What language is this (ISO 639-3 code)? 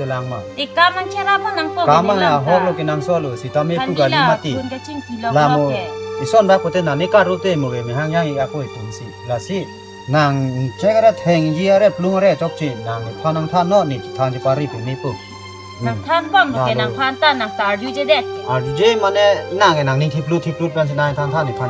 mjw